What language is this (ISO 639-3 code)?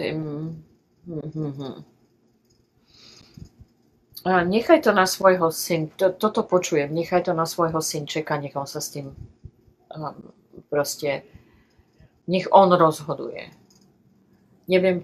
slk